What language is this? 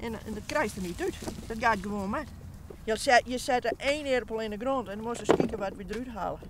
Western Frisian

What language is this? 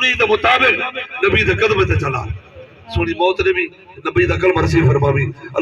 Saraiki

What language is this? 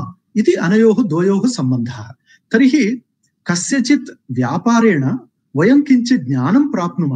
Sanskrit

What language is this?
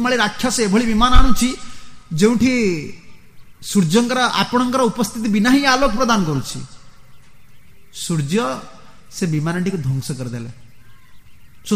Odia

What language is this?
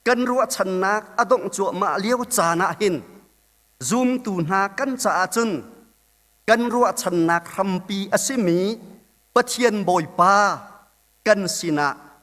Hakha Chin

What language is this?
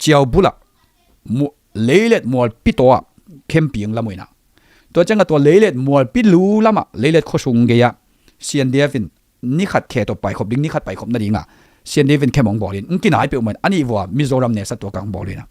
Tedim Chin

